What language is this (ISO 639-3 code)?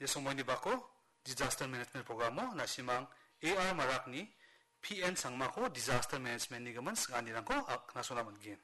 grt